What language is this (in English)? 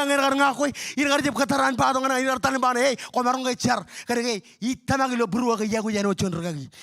Marshallese